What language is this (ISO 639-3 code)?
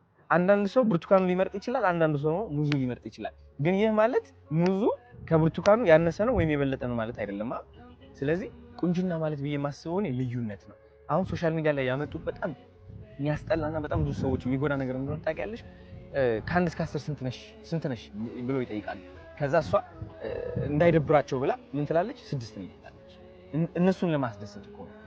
amh